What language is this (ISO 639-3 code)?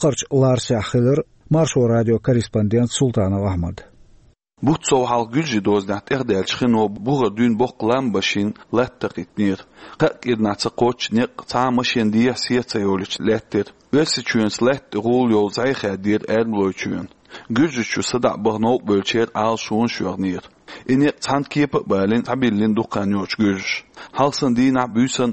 che